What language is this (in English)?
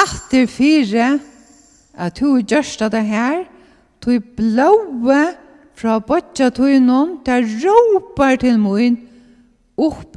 Faroese